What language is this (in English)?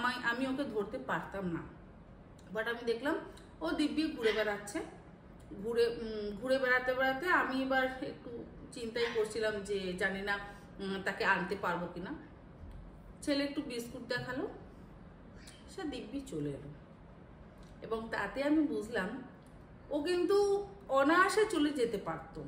Bangla